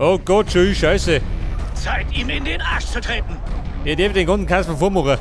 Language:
Bavarian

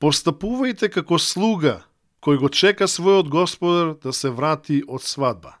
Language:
Macedonian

